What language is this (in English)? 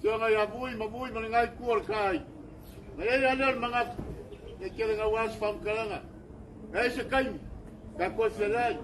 Samoan